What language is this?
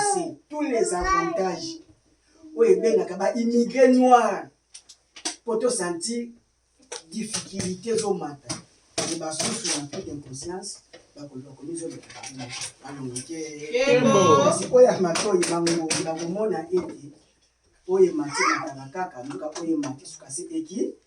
Lingala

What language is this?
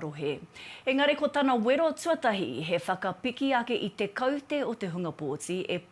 Māori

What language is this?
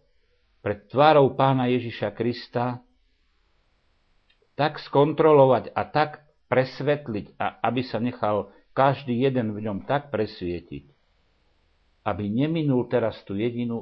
Slovak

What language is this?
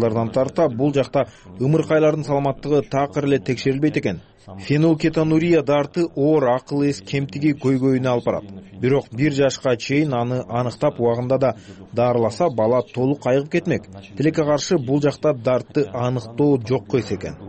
Kyrgyz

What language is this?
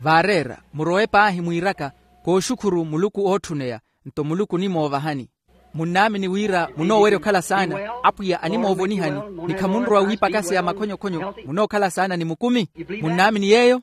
Makhuwa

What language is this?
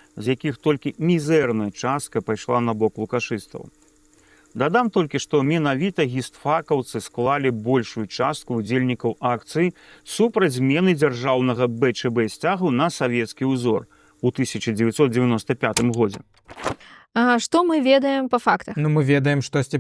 Belarusian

